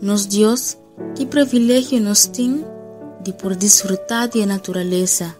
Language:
Papiamento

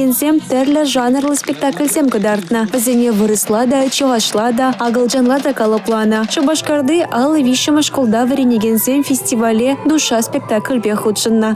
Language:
Chuvash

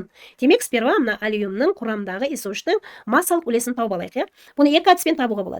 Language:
Kazakh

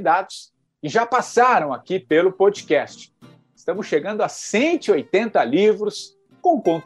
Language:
Portuguese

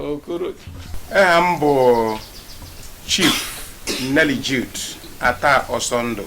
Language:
Igbo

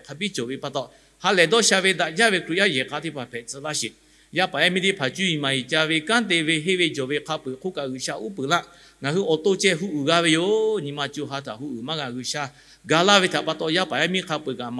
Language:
Lahu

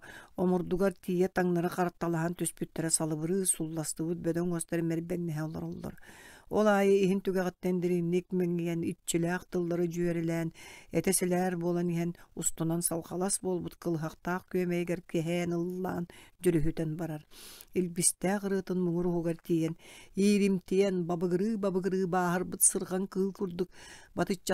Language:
Yakut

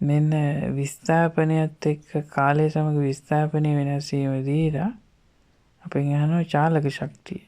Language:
Sinhala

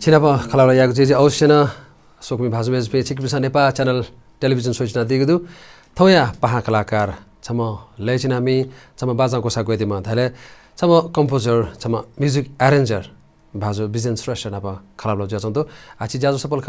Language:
Newari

